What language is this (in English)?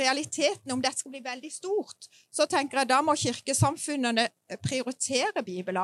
Norwegian